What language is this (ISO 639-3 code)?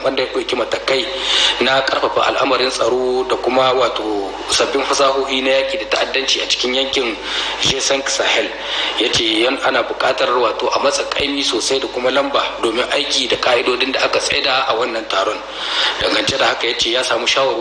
hau